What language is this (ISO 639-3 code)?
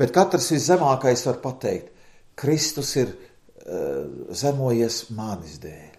lav